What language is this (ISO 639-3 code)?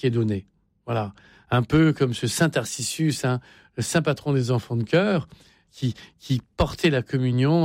fra